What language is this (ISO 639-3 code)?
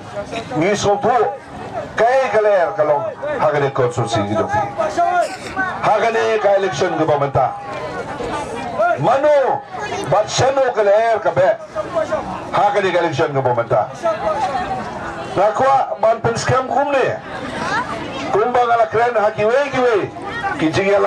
kha